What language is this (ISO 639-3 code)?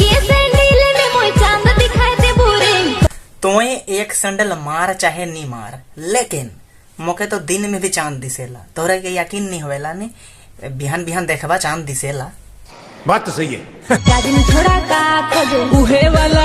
sck